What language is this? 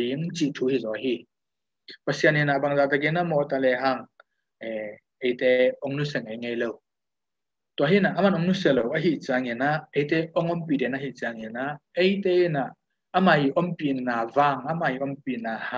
Tedim Chin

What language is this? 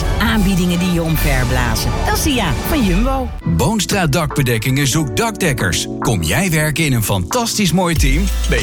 Dutch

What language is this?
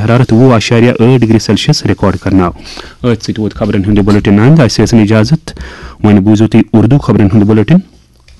Kashmiri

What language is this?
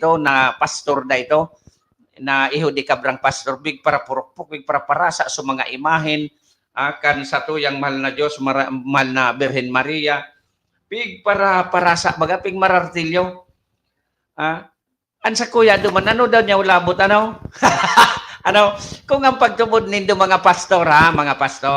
Bikol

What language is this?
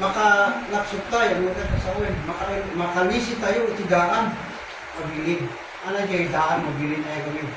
Iloko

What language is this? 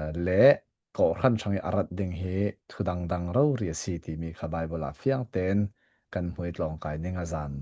Falam Chin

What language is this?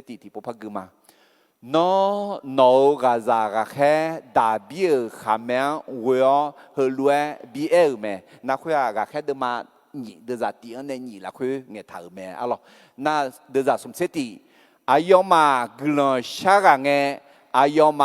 Akha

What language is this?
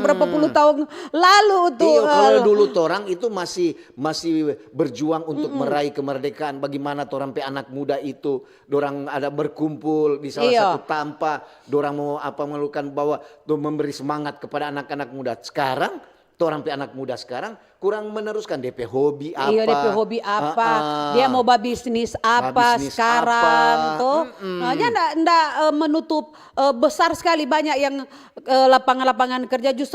Manado Malay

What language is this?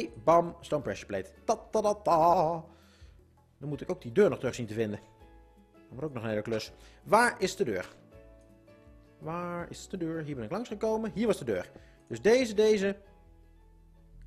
Dutch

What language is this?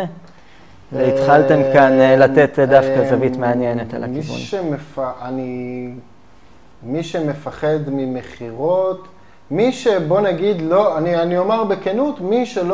Hebrew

